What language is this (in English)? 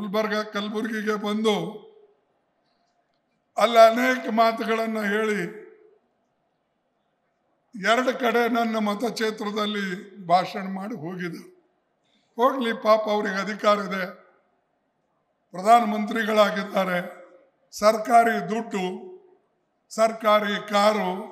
Kannada